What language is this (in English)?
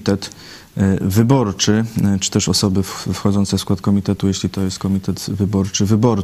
Polish